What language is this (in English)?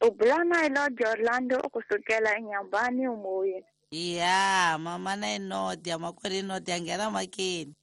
Tsonga